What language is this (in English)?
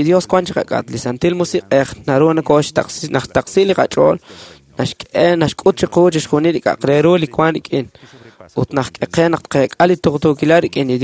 Kekchí